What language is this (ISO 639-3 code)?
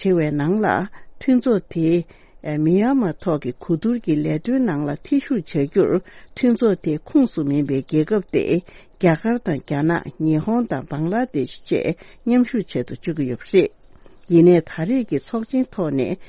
bod